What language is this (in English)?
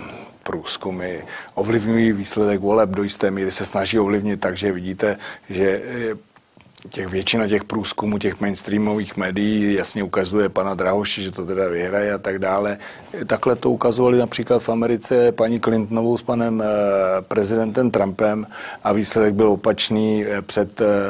Czech